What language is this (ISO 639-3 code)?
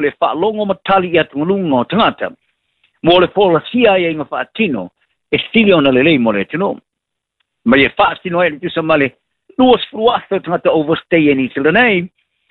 smo